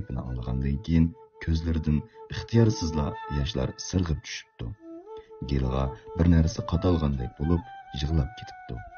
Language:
Uyghur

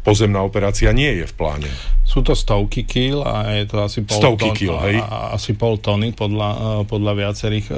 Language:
Slovak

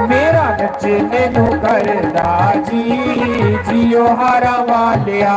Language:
Dogri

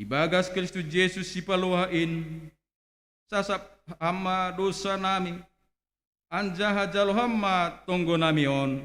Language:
Batak Simalungun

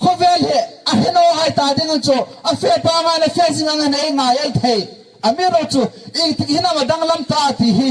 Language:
Hmar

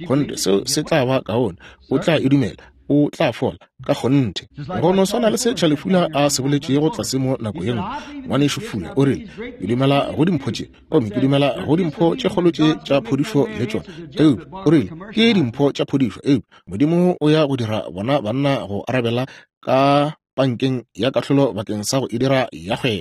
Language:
Northern Sotho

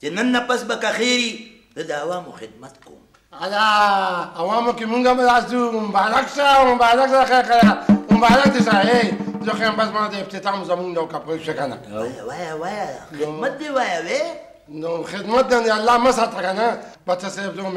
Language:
Pashto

